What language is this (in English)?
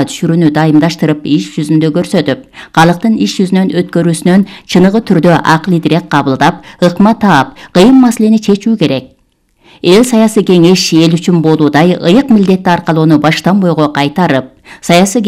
Kyrgyz